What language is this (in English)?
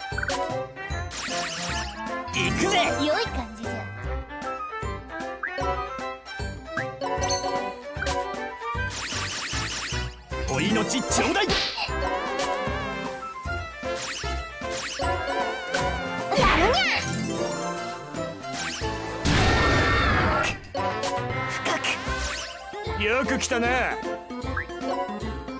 Japanese